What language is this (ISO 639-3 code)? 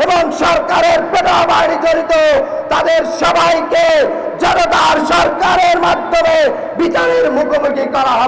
ben